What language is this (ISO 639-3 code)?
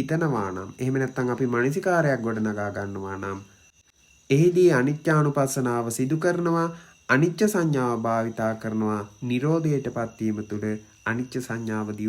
sin